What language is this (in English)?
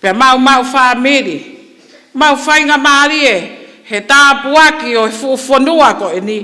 Tongan